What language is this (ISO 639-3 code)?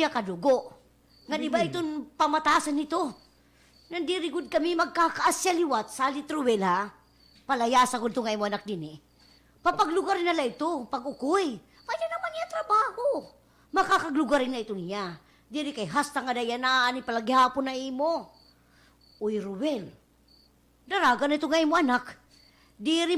war